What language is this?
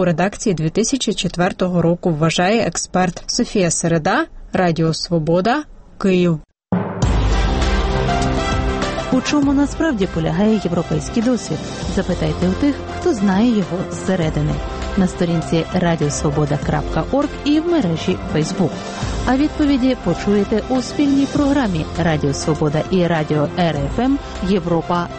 Ukrainian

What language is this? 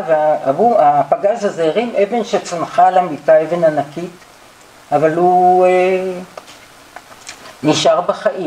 Hebrew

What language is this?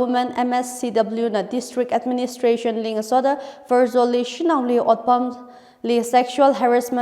Tangkhul Naga (India)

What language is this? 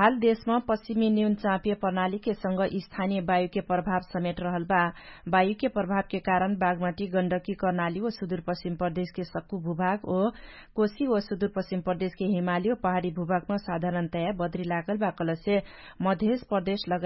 Dangaura Tharu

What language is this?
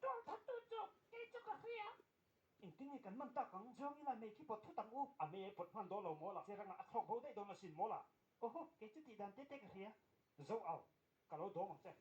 Mizo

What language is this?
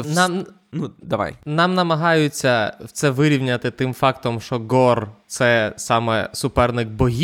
Ukrainian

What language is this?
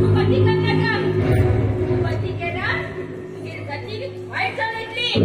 Konkani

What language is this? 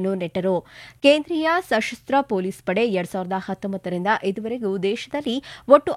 Kannada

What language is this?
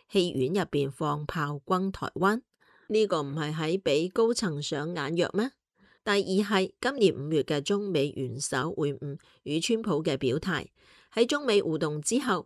Cantonese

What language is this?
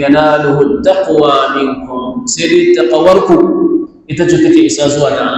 Hausa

